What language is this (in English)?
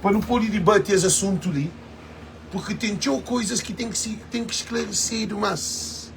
Kabuverdianu